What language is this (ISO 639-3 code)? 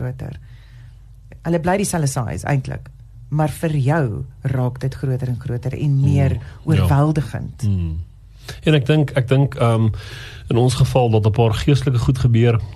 afr